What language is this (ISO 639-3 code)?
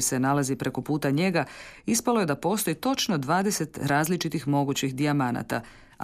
hrv